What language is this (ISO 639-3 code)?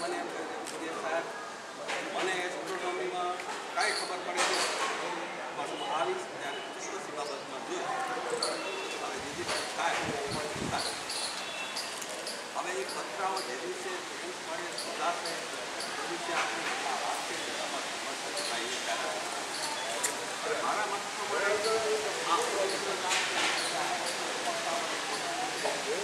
guj